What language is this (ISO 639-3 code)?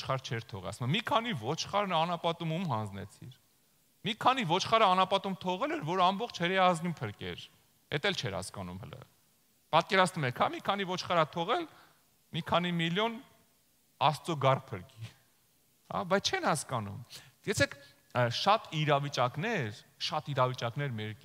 hye